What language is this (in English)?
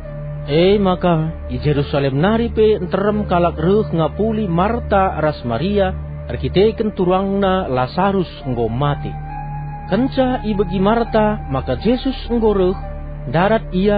Batak Karo